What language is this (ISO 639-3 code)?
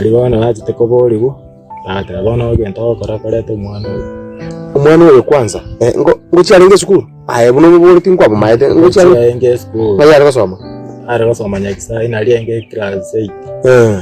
guz